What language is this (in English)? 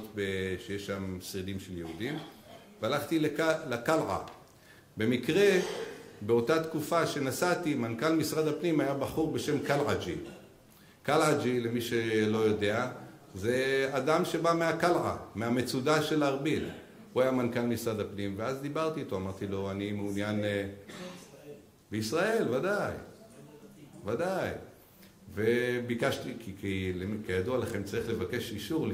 Hebrew